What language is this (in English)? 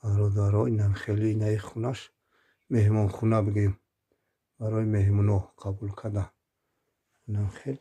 Tajik